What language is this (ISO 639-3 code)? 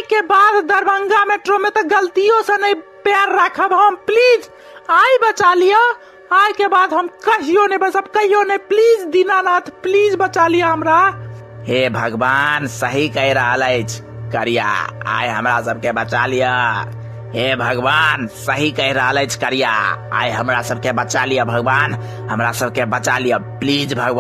mai